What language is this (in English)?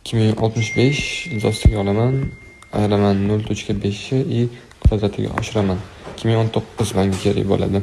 Uzbek